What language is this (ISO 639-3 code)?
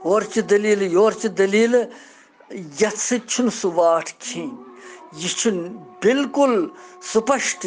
kas